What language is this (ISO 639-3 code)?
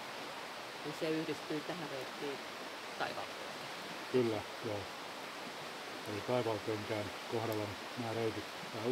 fin